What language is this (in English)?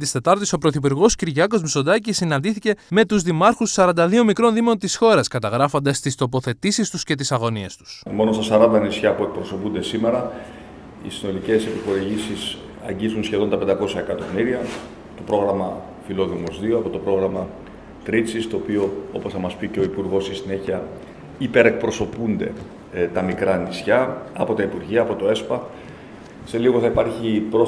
Greek